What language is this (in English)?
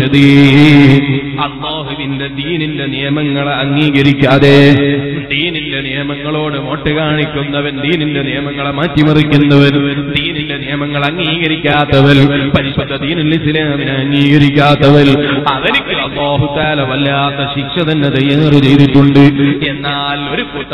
Malayalam